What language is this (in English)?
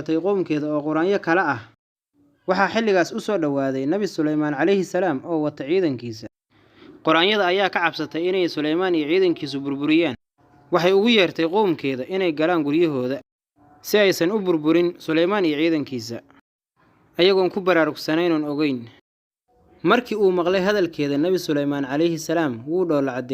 Somali